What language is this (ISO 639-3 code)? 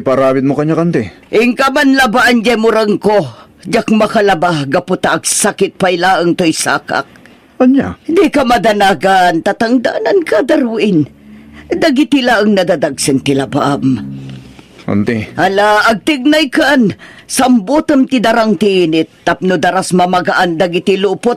ilo